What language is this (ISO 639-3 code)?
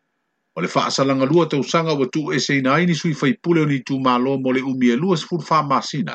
smo